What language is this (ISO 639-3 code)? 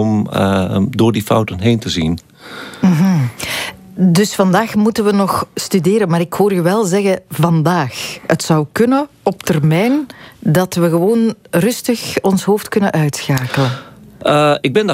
nld